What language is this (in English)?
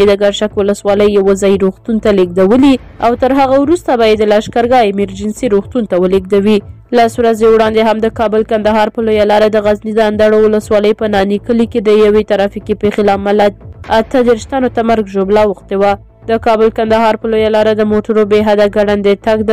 Pashto